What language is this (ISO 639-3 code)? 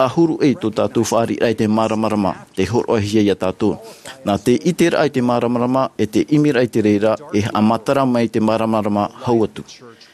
tah